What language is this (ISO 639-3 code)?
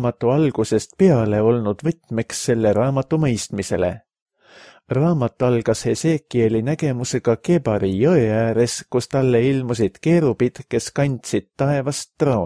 est